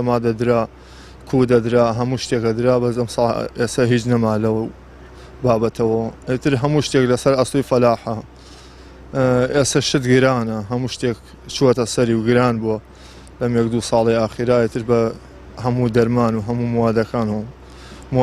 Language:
Central Kurdish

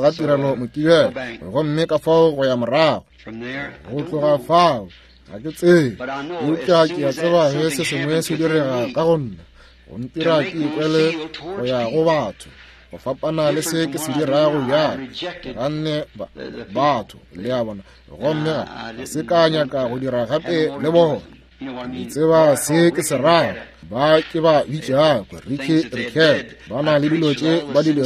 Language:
Northern Sotho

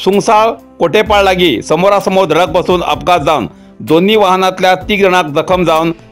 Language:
Konkani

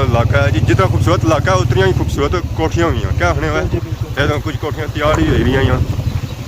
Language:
Pahari-Potwari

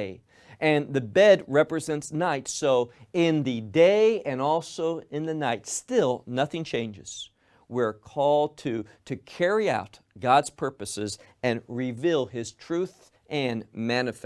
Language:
English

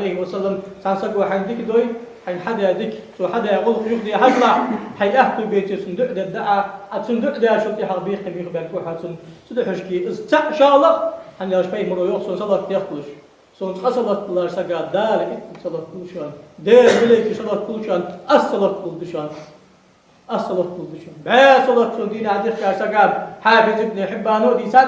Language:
Ingush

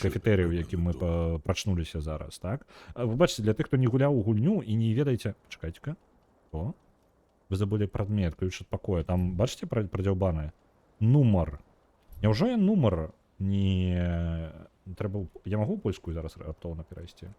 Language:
Belarusian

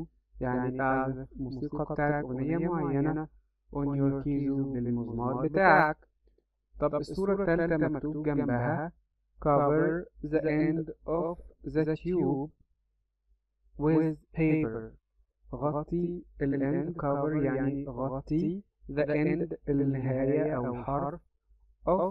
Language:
Egyptian Arabic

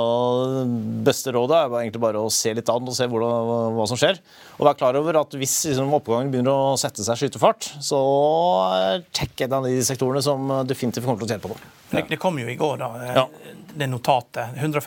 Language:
Norwegian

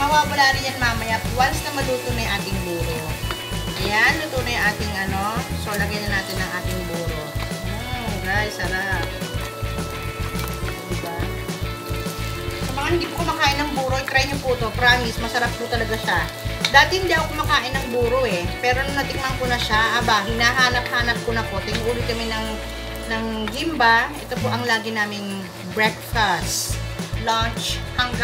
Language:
Filipino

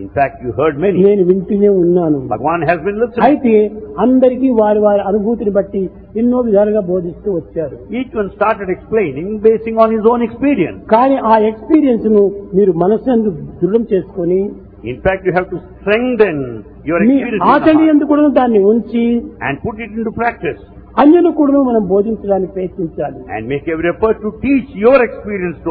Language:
Telugu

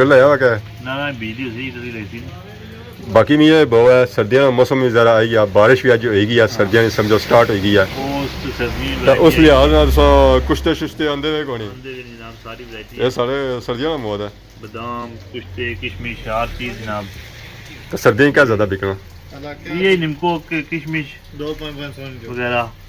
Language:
Pahari-Potwari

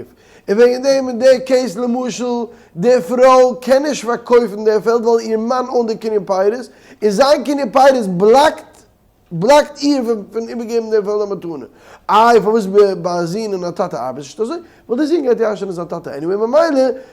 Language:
Yiddish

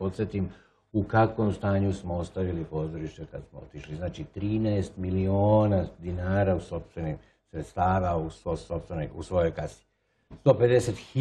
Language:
Serbian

